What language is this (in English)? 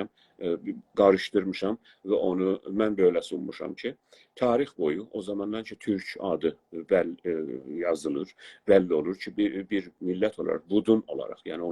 South Azerbaijani